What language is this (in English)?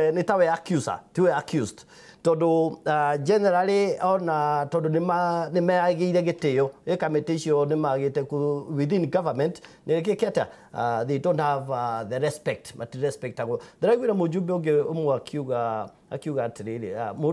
Kikuyu